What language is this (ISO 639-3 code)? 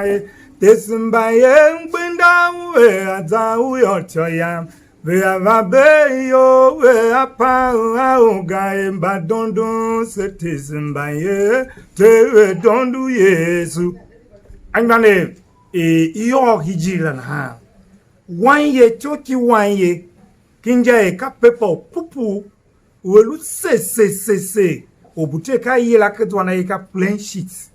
tiv